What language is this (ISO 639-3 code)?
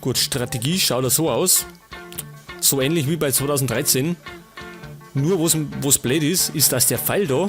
bar